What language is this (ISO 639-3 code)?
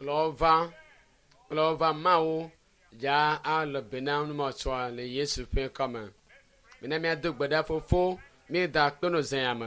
ewe